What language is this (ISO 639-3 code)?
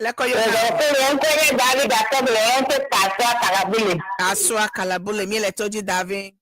ewe